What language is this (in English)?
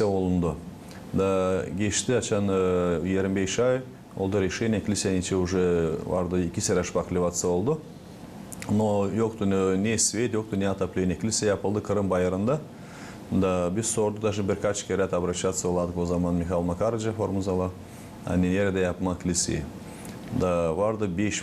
Gagauz